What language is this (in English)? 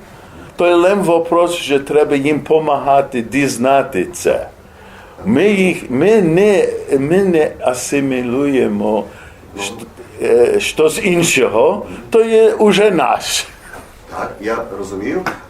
Rusyn